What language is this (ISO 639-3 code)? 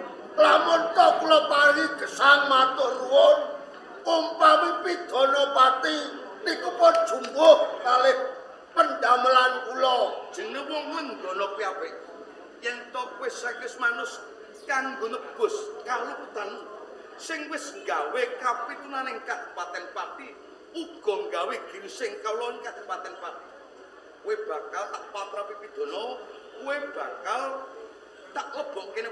jav